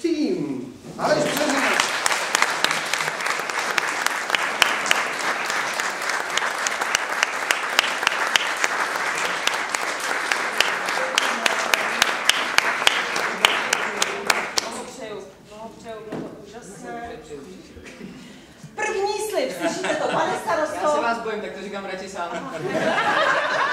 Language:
Czech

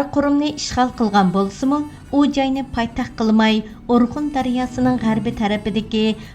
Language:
Uyghur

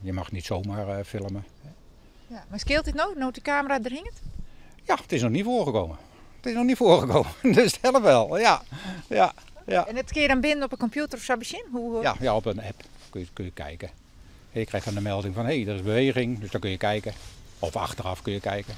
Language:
Western Frisian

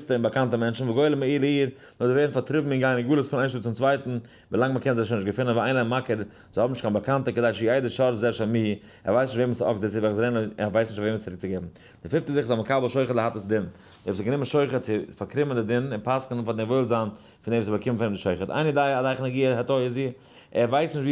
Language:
Yiddish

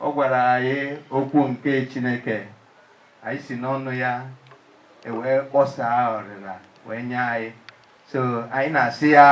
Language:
Igbo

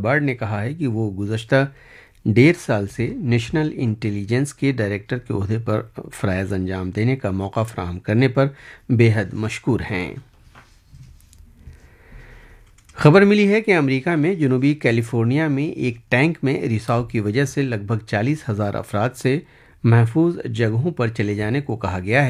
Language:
Urdu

